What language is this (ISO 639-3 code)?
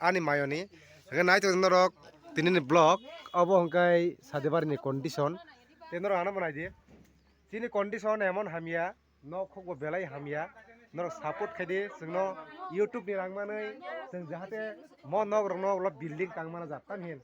trp